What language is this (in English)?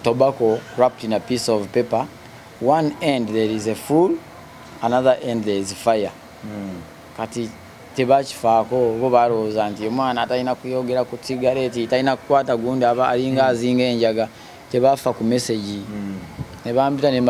Ganda